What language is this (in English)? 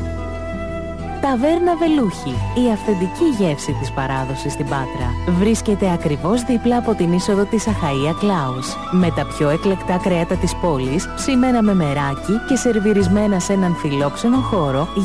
Greek